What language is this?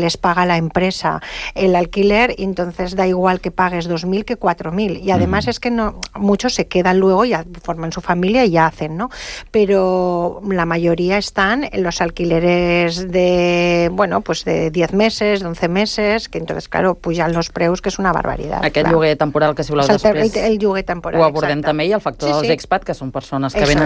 Catalan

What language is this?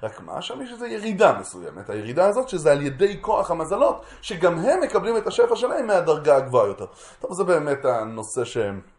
Hebrew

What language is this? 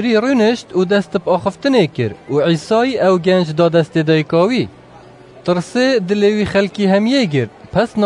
Kurdish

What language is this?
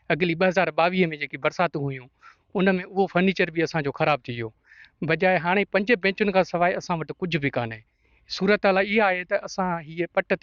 Sindhi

